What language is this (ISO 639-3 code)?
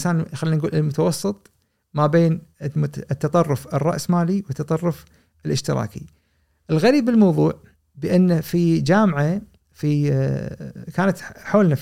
afb